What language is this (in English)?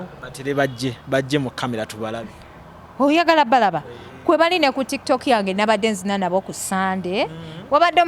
Ganda